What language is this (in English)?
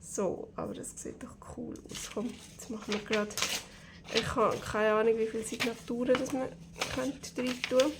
Swiss German